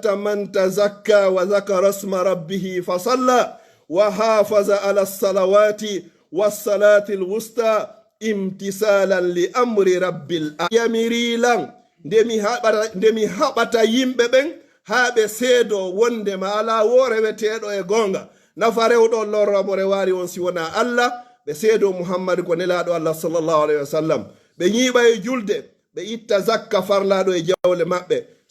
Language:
Pular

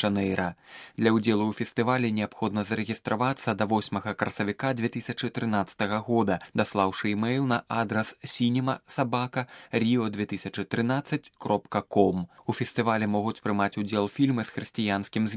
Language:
Belarusian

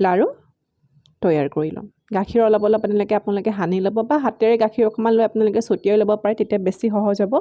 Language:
Assamese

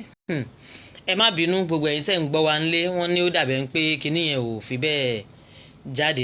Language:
Yoruba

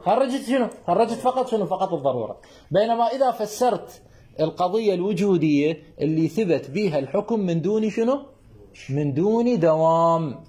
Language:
Mesopotamian Arabic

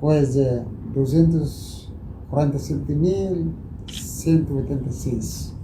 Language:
Tetum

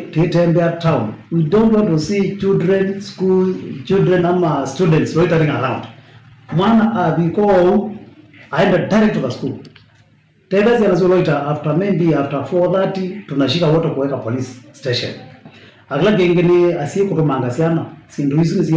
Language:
Kamba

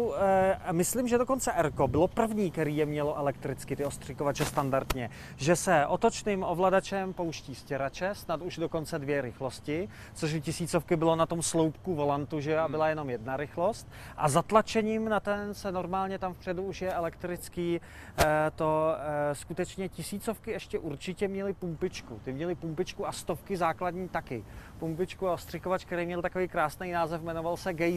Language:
Czech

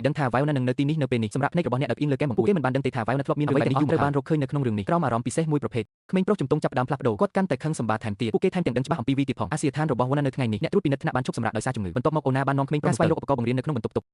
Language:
Khmer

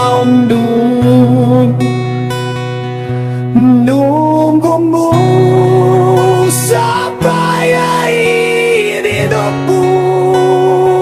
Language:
Indonesian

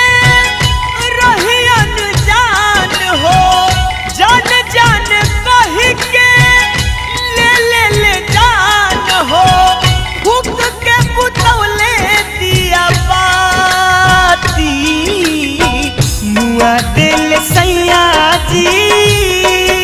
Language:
Bhojpuri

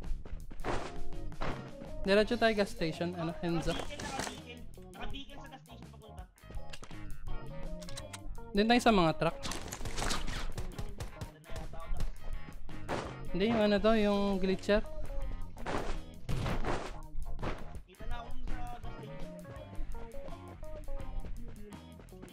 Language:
Filipino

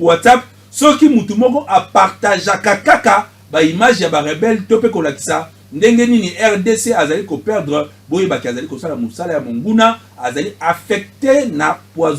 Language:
Lingala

